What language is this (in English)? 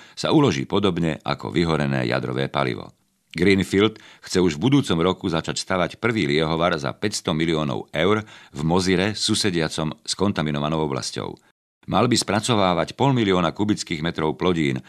Slovak